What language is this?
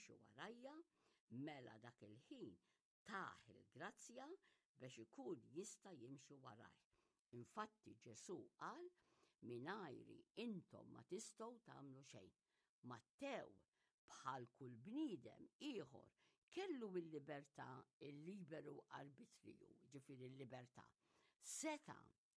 Maltese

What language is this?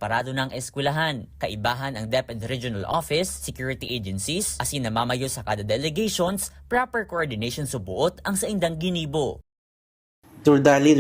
Bikol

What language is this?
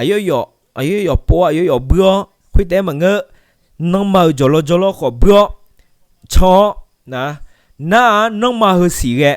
Akha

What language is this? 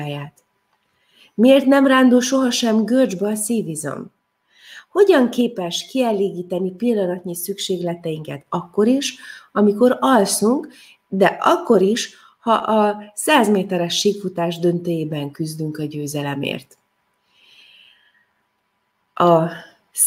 Hungarian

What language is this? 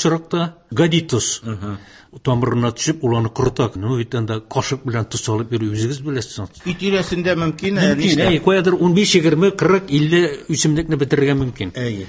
Tatar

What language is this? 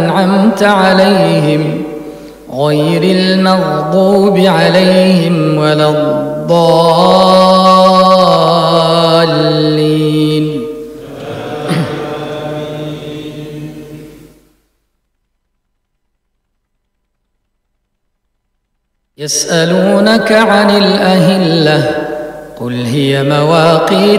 Arabic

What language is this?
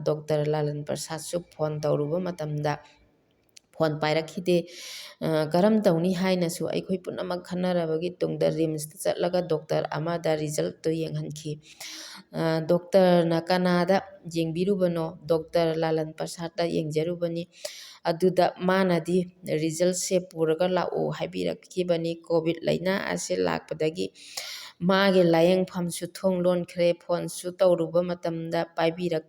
Manipuri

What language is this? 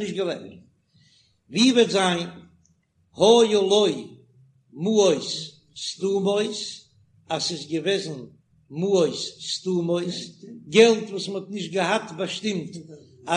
Yiddish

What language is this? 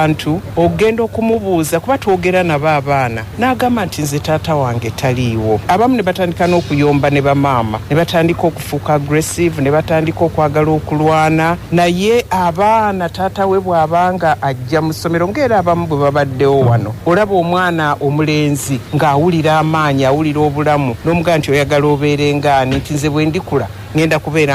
Ganda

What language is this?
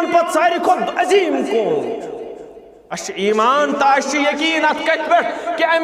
Kashmiri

